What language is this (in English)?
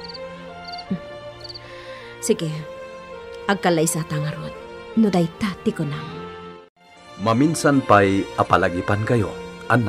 Iloko